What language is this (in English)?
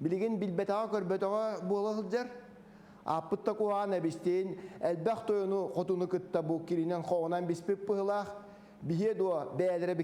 Yakut